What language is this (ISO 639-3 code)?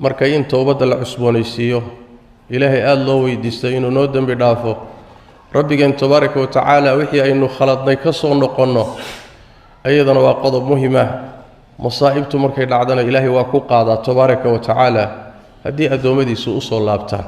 som